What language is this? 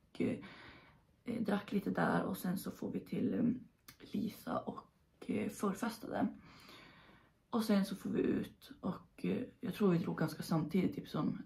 Swedish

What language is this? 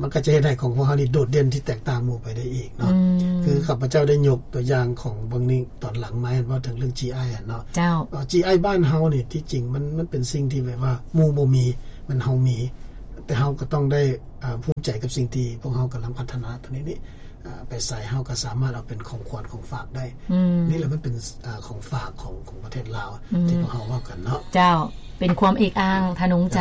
Lao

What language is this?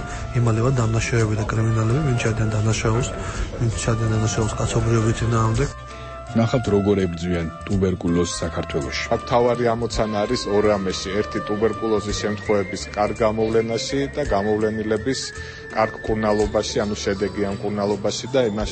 Georgian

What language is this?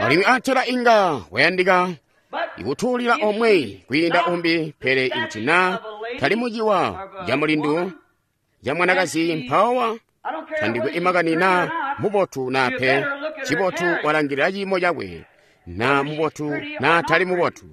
Tonga (Zambia)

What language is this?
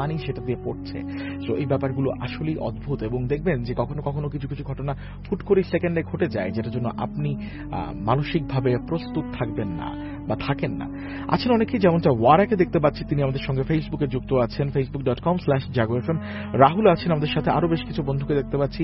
Bangla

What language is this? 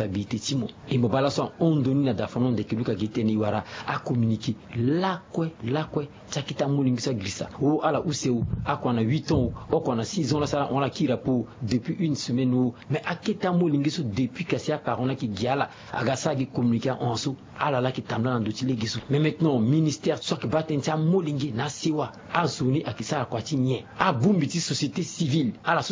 Sango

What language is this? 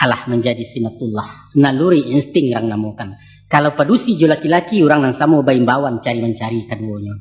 Minangkabau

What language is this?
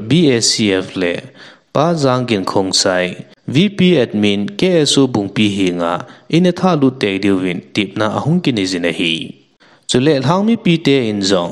Thado Chin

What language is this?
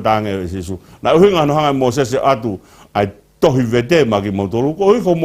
Tongan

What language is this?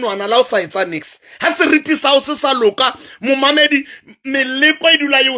Southern Sotho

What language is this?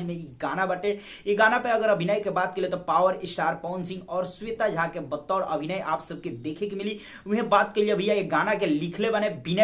Bhojpuri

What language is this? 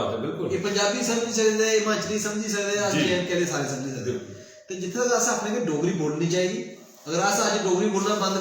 Dogri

